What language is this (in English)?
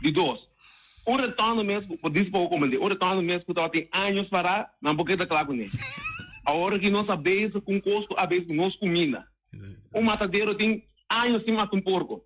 Papiamento